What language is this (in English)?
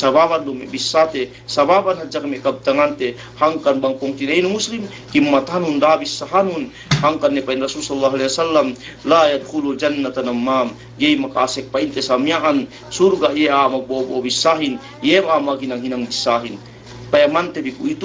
Yakan